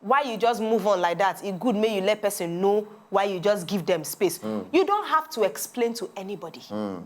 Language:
Nigerian Pidgin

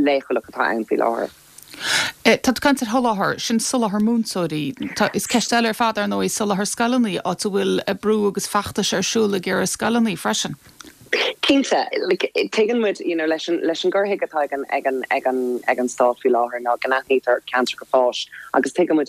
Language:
Irish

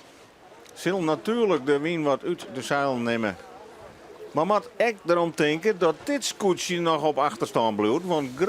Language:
Western Frisian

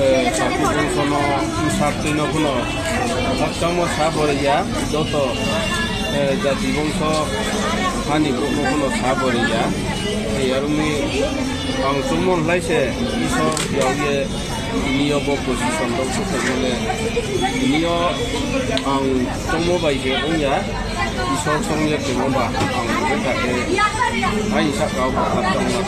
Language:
Riang (India)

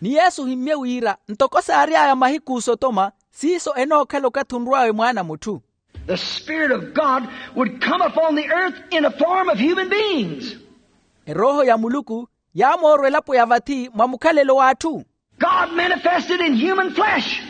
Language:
Makhuwa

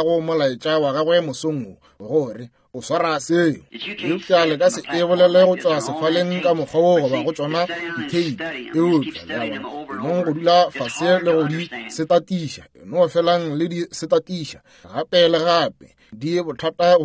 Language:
Northern Sotho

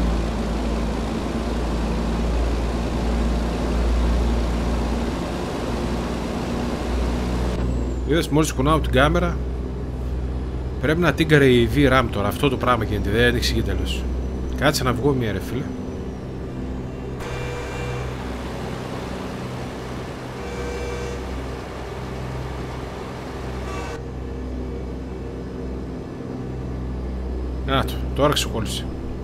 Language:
Greek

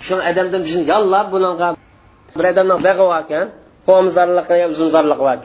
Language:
Uyghur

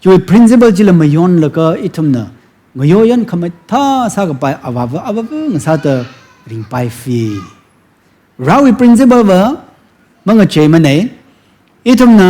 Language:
Tangkhul Naga (India)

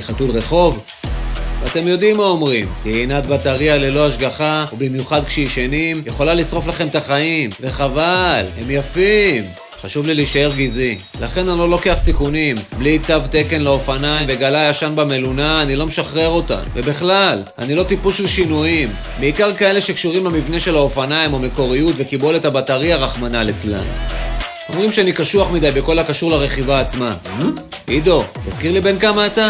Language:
Hebrew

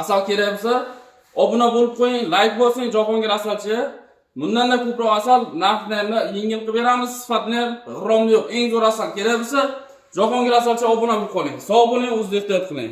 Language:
Uzbek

